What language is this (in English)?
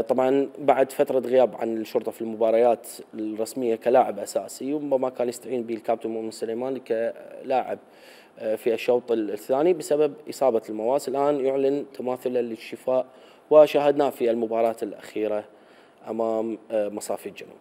Mesopotamian Arabic